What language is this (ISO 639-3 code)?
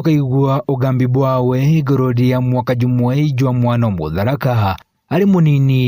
mer